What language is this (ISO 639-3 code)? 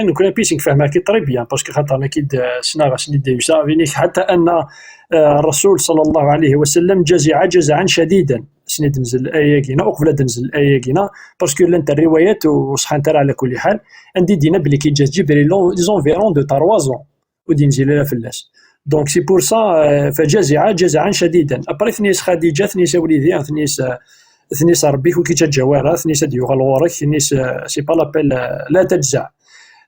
kab